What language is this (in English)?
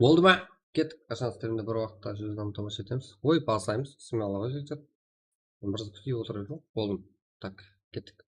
Kara-Kalpak